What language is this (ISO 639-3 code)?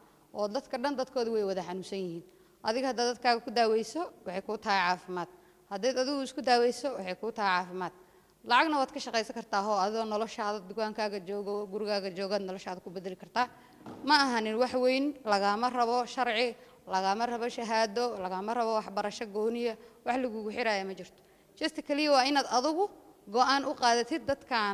som